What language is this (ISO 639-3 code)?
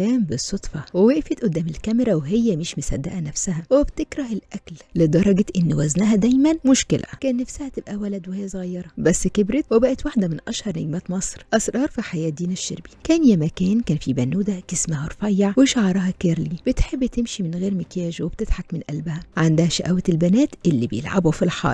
arz